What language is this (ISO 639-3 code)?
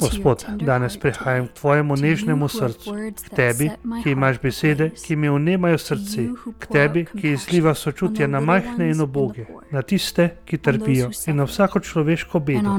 slv